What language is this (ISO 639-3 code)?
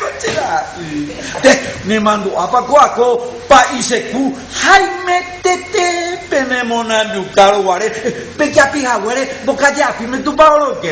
grn